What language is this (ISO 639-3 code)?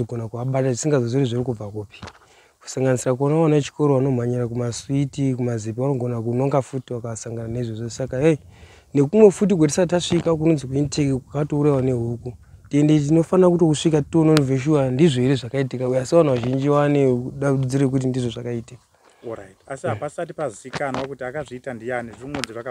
sna